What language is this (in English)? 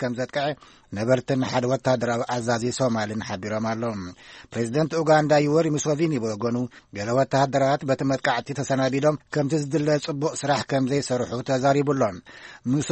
Tigrinya